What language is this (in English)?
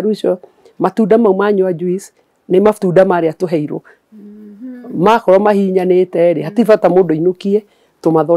Kikuyu